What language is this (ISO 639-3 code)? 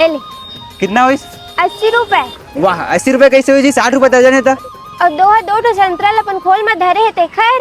hne